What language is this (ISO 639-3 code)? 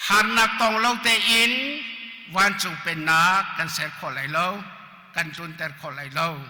cnh